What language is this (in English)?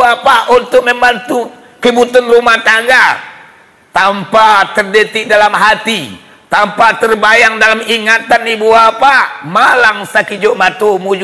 Minangkabau